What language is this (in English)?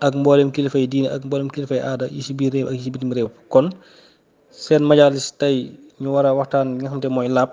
Wolof